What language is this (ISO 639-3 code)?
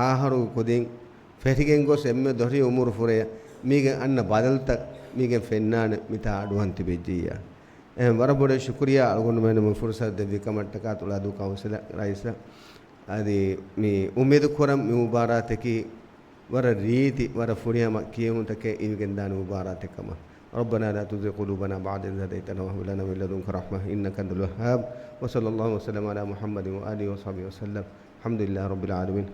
div